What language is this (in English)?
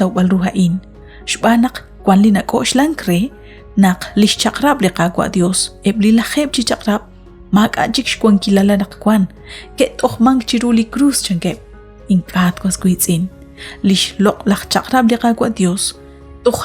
Kekchí